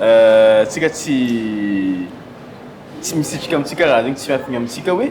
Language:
Malagasy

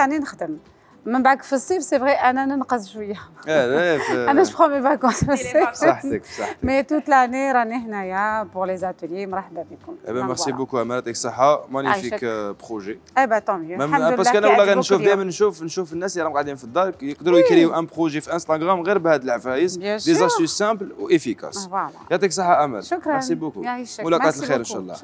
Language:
Algerian Arabic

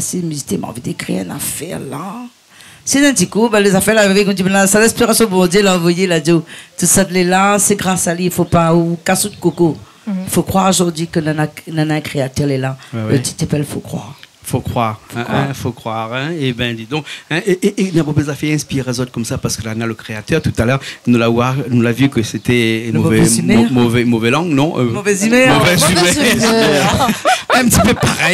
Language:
Réunion Creole French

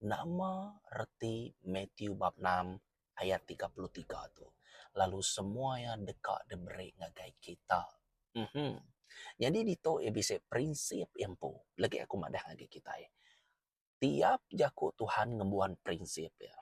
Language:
Iban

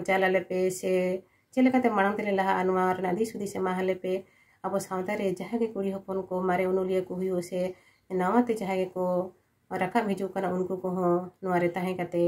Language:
Santali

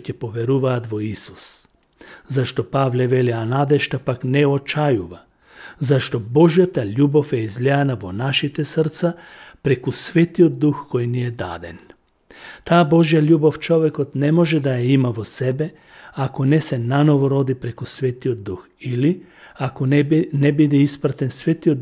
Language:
Macedonian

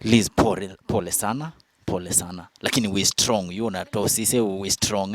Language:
Kamba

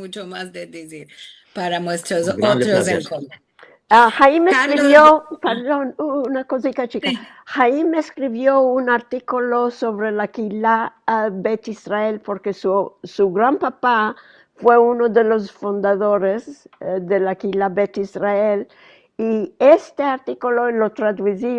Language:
Ladino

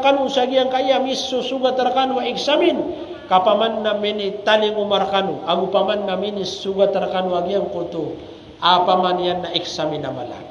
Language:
Maranao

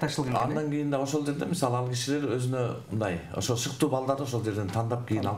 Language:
Kyrgyz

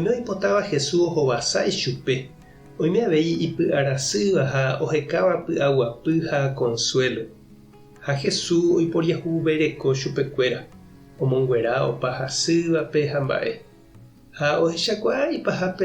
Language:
Guarani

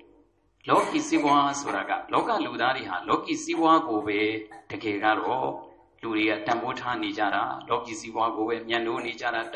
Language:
Burmese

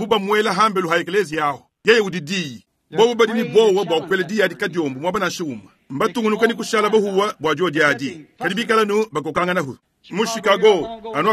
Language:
Luba-Lulua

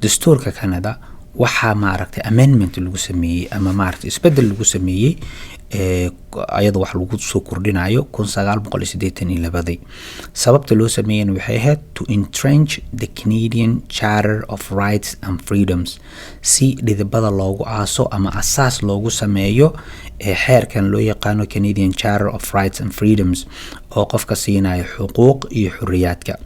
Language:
Somali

